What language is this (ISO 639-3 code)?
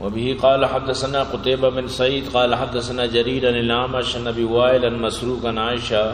bgp